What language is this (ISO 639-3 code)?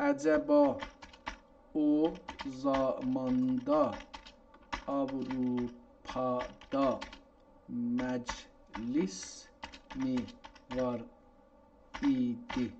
azb